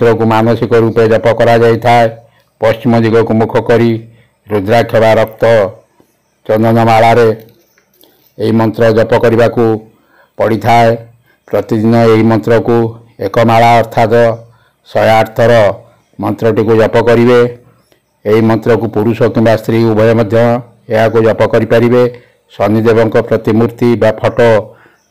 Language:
Odia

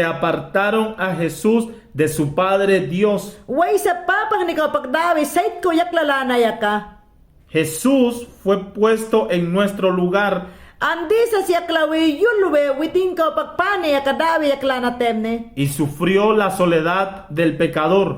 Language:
Mayangna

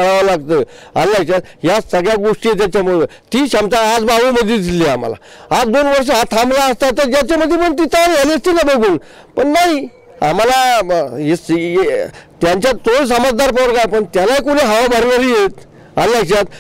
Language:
Marathi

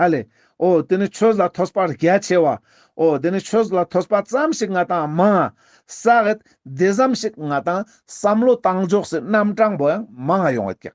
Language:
Ladakhi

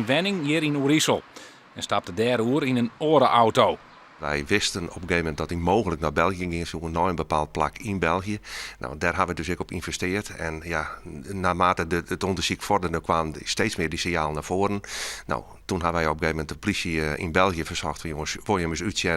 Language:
Western Frisian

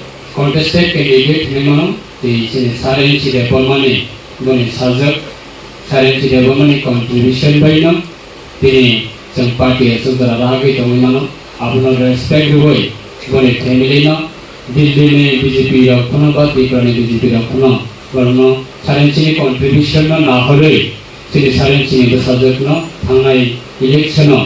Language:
Kok Borok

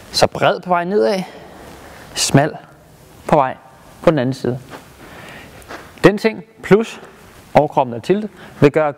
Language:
Danish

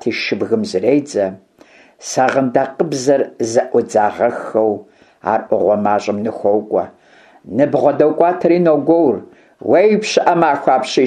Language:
Kabardian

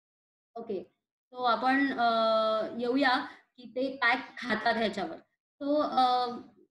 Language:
Marathi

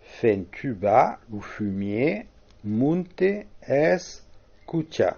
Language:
Occitan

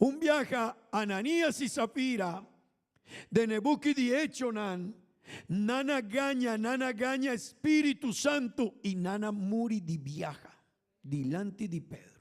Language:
Papiamento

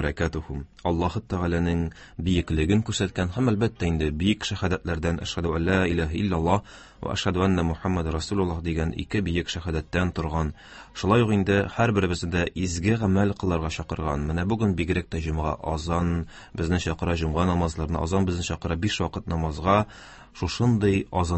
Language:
Tatar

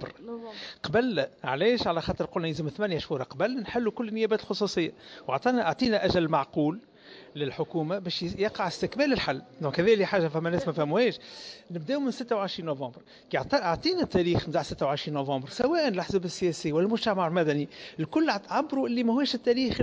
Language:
Tunisian Arabic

